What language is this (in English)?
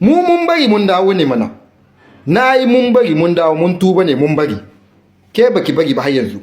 Hausa